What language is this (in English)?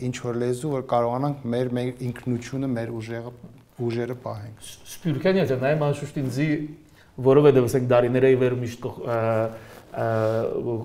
Armenian